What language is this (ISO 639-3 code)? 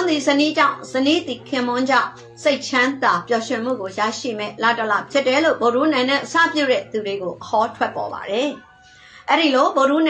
mya